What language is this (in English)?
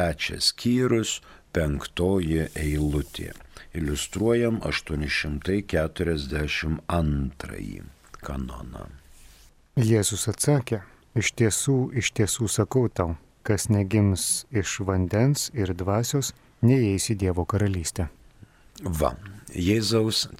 Lithuanian